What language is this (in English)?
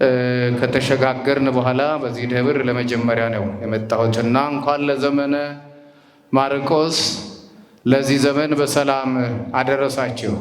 Amharic